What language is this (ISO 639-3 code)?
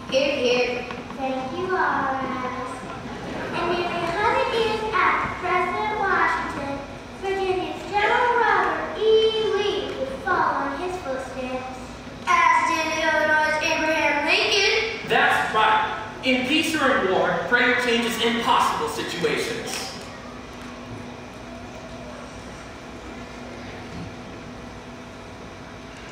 eng